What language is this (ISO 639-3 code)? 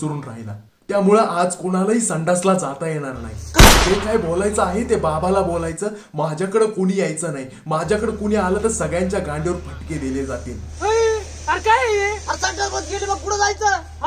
mar